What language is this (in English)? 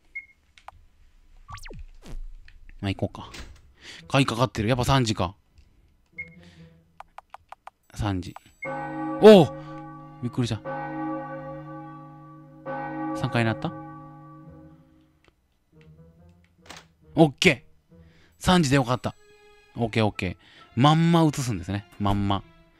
Japanese